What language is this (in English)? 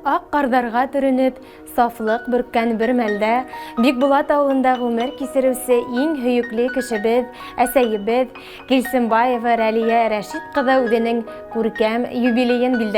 Bashkir